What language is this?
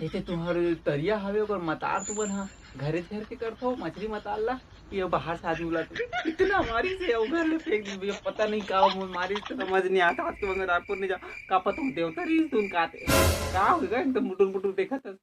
Chhattisgarhi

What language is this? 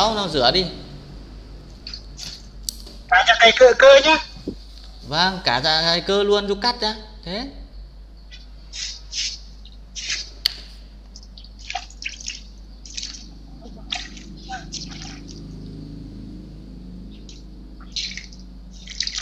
Vietnamese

